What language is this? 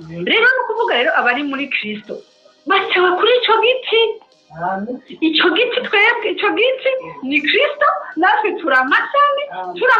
Rundi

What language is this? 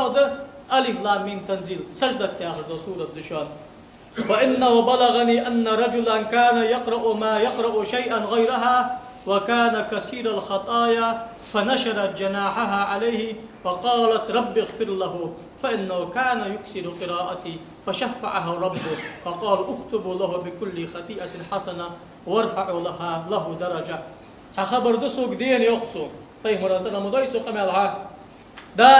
Ingush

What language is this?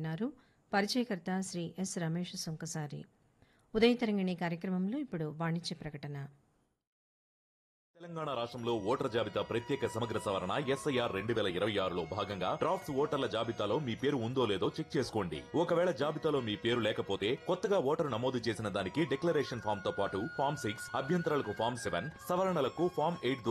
Telugu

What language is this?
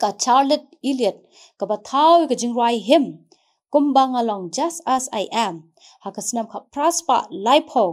Khasi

